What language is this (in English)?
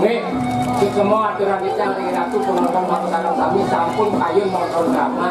Balinese